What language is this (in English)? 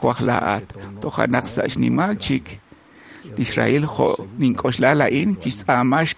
Kekchí